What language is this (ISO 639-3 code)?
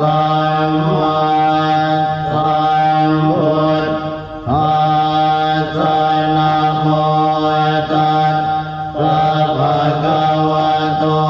pli